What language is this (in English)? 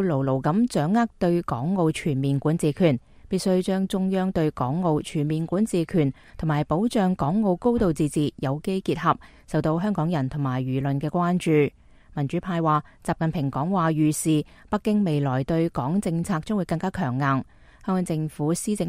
Cantonese